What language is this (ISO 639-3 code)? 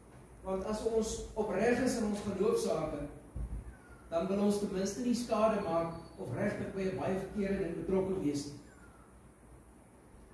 afr